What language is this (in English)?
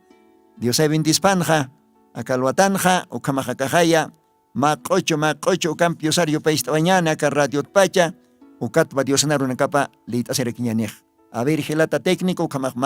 Aymara